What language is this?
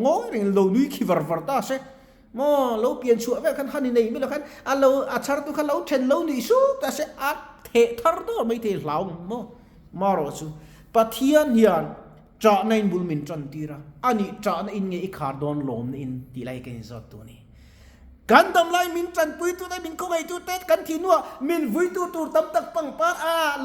Mizo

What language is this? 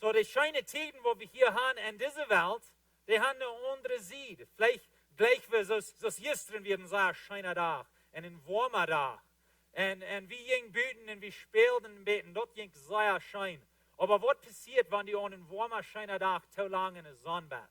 Plautdietsch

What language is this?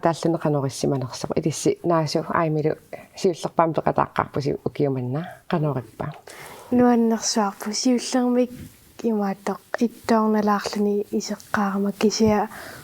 Kalaallisut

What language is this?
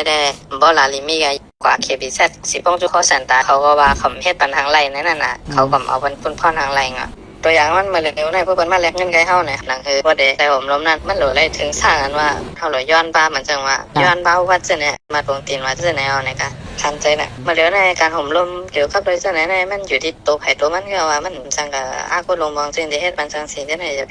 Shan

